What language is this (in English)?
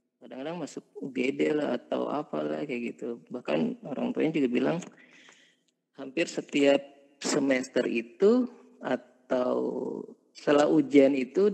Indonesian